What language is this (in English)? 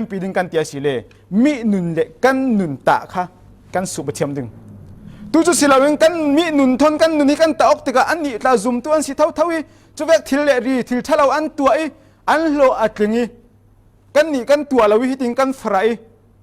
Falam Chin